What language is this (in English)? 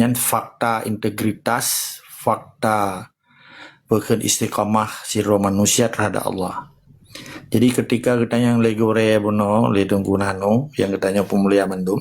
Achinese